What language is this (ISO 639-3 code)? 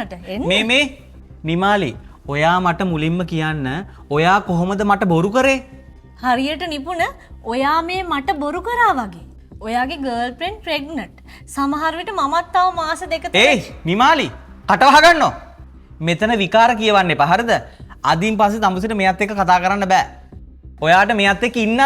sin